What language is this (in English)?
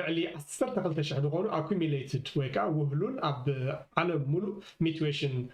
Tigrinya